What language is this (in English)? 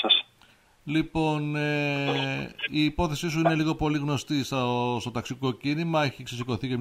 Greek